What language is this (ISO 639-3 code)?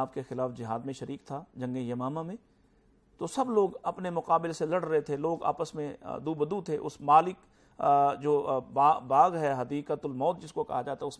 urd